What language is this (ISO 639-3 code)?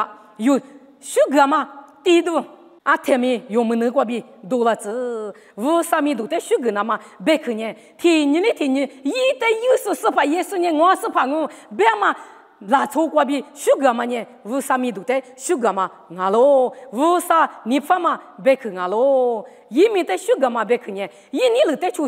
lis